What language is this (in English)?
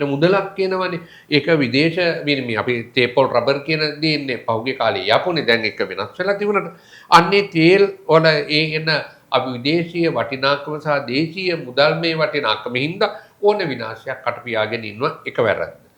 Sinhala